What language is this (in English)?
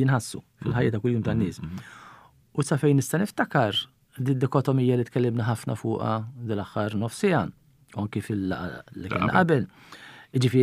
Maltese